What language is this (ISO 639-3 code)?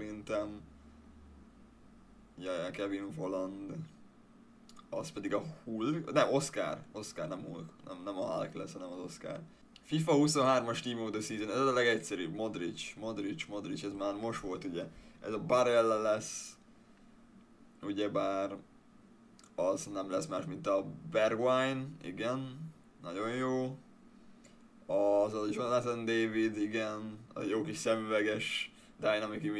hun